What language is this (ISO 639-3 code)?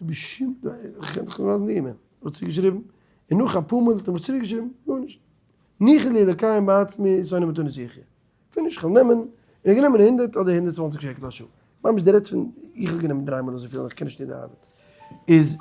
yid